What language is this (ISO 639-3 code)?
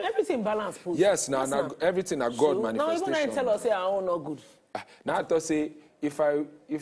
pcm